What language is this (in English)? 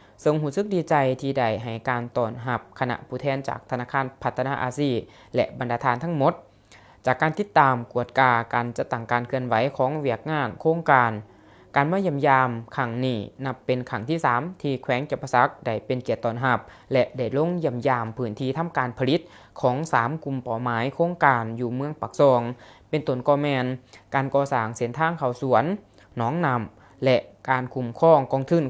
Lao